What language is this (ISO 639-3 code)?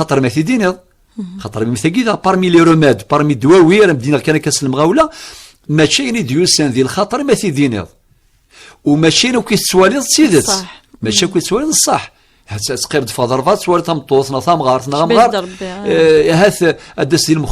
kab